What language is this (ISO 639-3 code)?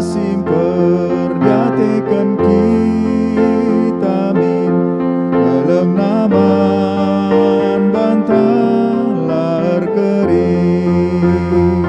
btx